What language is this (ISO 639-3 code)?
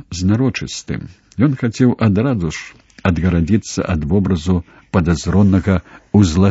bel